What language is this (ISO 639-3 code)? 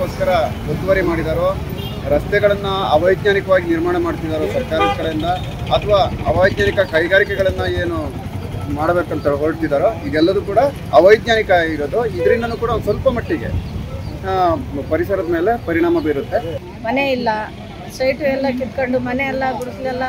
kan